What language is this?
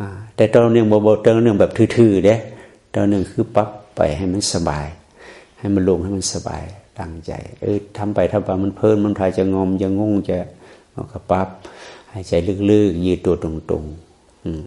Northeastern Thai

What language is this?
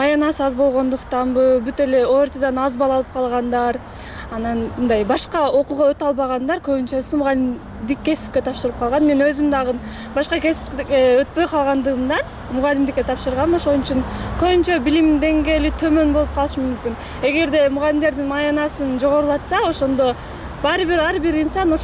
Kyrgyz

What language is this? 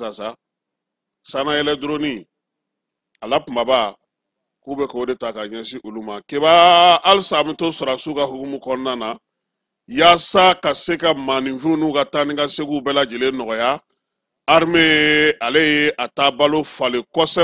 Bambara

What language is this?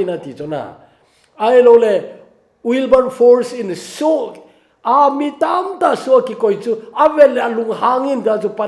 Thado Chin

